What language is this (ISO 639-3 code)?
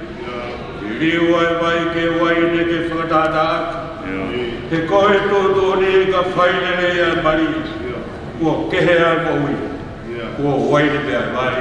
ton